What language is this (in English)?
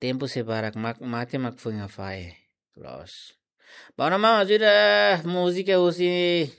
Tetum